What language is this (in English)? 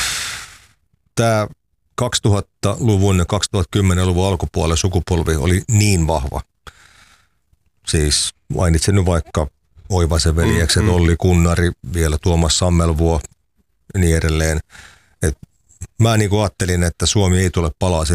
Finnish